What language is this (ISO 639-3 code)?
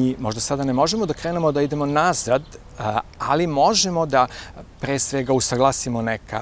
srp